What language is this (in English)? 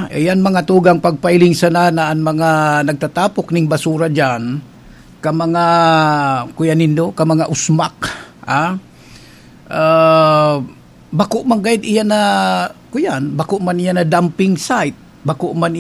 Bikol